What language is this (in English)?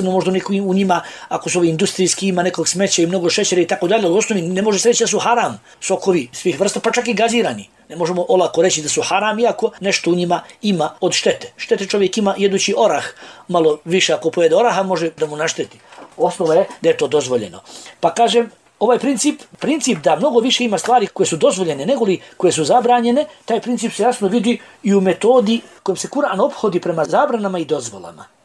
Bosnian